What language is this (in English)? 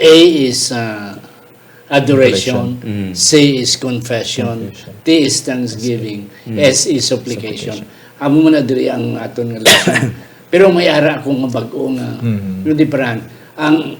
Hiligaynon